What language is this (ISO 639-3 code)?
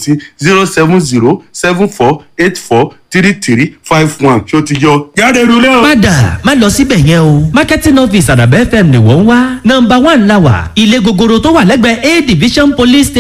yor